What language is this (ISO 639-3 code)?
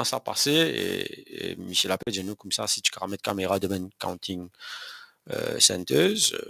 mfe